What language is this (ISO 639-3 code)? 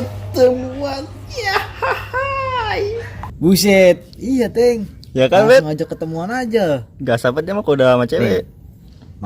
bew